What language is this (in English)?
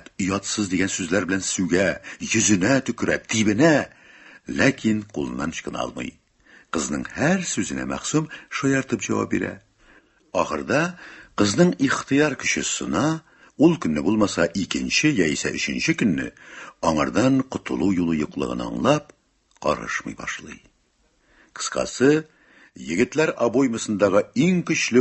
Tatar